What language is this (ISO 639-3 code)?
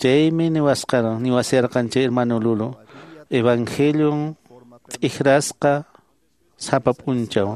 que